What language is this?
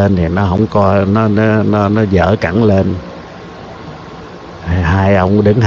Vietnamese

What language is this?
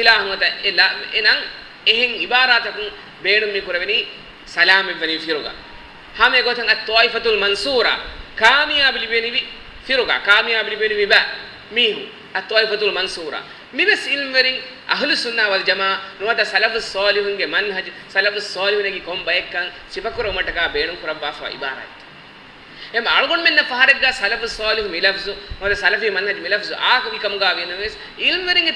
Divehi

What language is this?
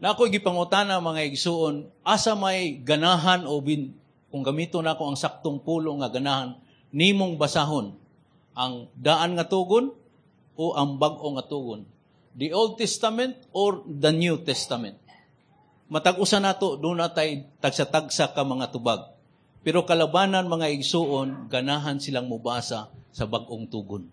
Cebuano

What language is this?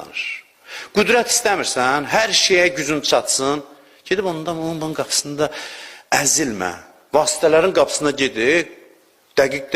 Azerbaijani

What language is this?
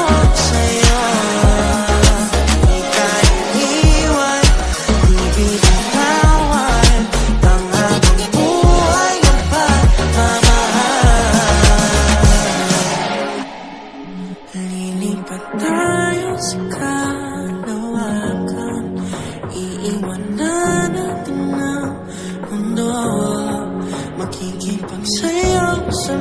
Filipino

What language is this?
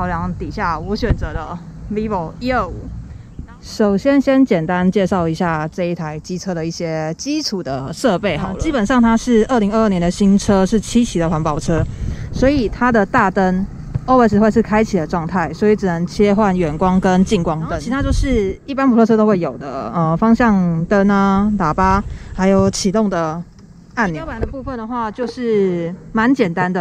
Chinese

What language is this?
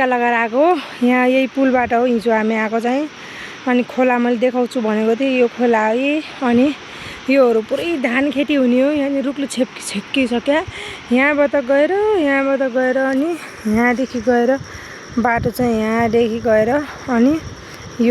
Nepali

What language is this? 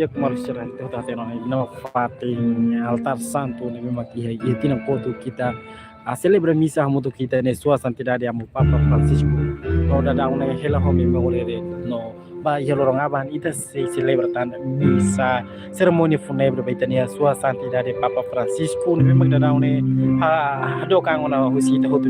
Tetum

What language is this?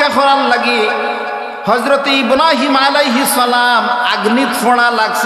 Sylheti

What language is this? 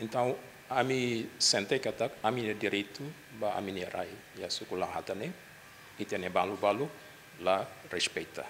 Tetum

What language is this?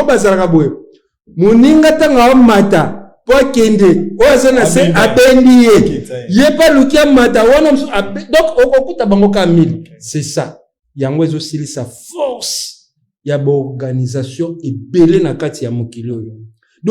Lingala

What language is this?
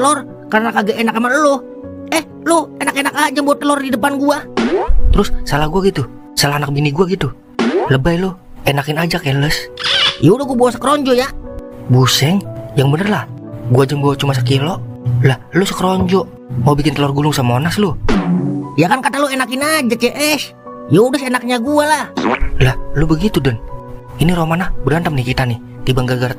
Betawi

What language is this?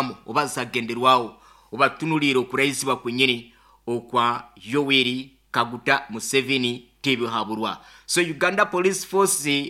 Nyankole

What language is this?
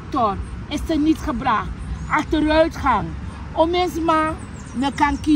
Sranan Tongo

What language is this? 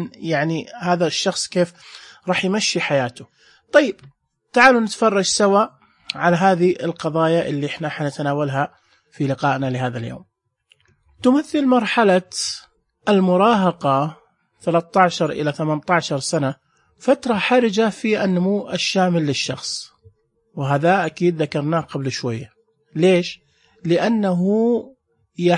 Najdi Arabic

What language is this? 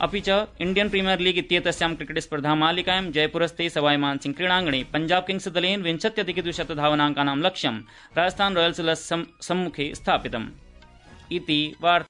Sanskrit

